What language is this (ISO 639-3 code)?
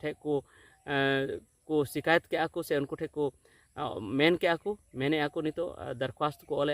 sat